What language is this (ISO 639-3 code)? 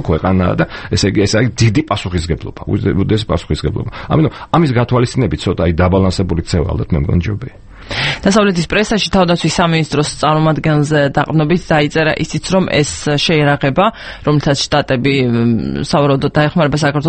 kat